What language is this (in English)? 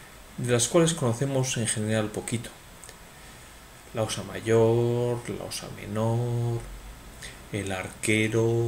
Spanish